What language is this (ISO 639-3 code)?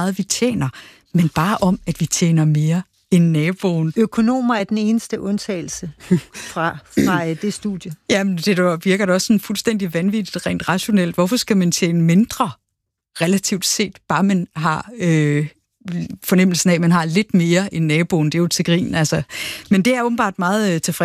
dan